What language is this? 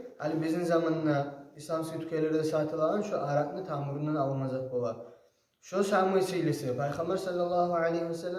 Kumyk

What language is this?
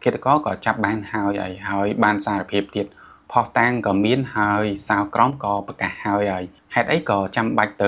Khmer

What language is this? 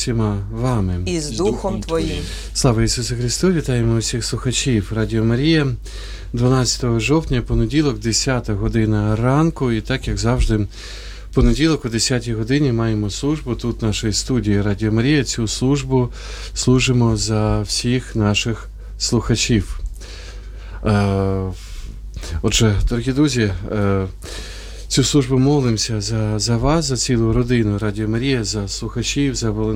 Ukrainian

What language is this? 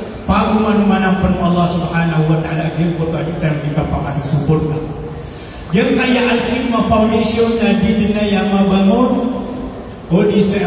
Maranao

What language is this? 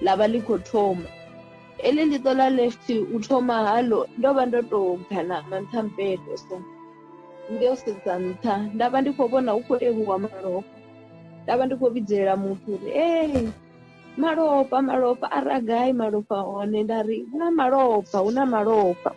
Venda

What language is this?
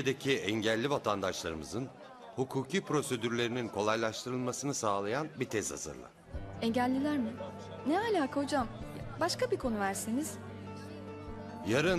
Turkish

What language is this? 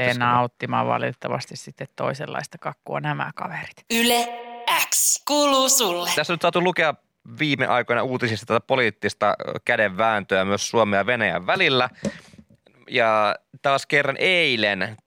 Finnish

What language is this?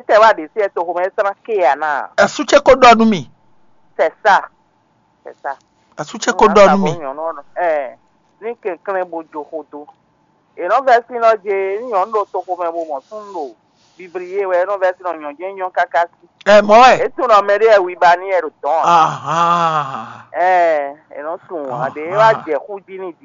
Fon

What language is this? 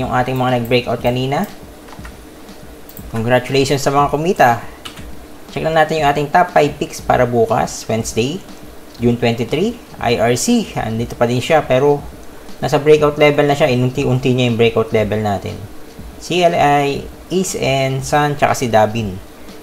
Filipino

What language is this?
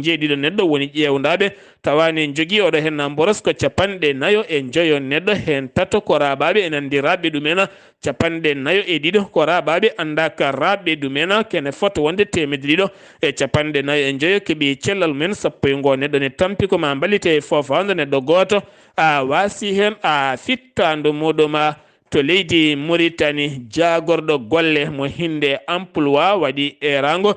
Fula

